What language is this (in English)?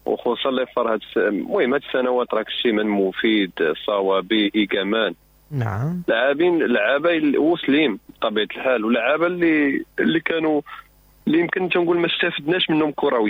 Moroccan Arabic